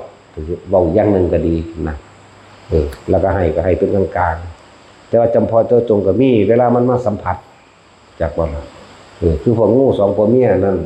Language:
Northeastern Thai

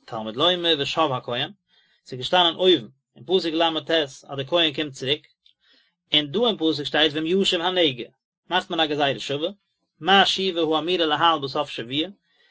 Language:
Yiddish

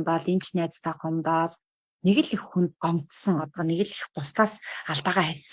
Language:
Mongolian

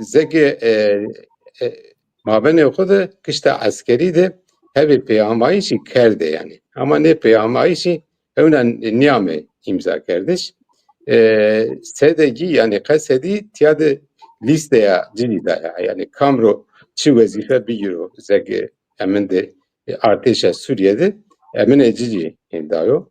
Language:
Zaza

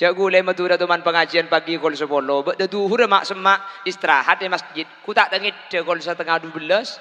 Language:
Madurese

